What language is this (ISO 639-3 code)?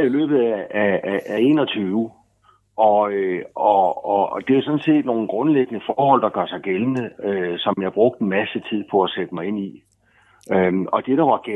dan